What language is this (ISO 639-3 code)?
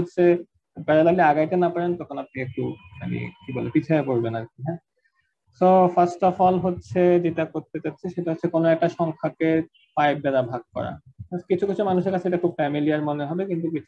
ben